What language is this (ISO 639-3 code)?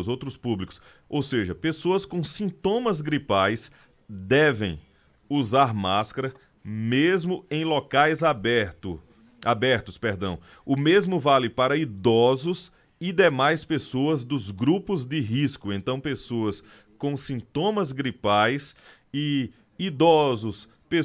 por